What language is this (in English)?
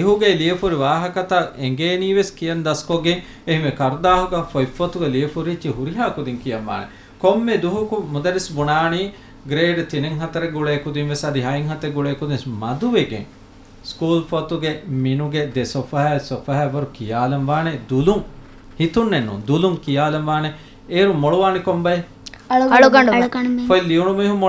Divehi